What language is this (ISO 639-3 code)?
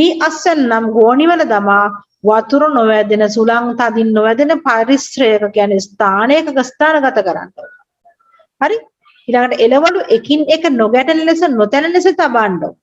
sin